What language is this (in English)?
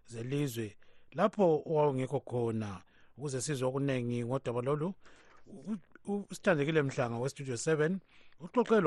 North Ndebele